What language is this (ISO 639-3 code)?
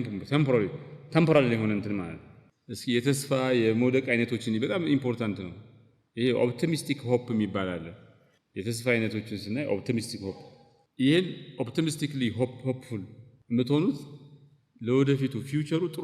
amh